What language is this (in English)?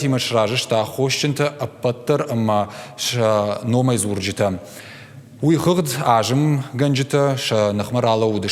Ossetic